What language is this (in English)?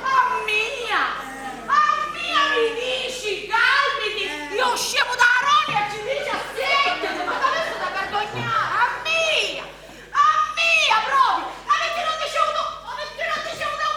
Sicilian